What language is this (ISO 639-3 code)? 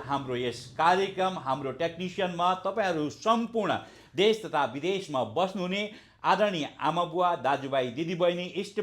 nep